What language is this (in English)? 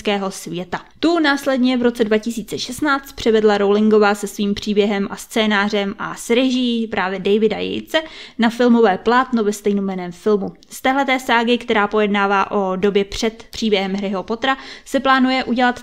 Czech